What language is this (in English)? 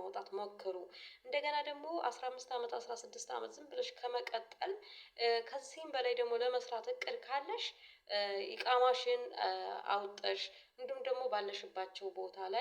Amharic